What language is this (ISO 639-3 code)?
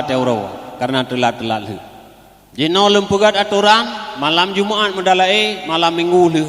ace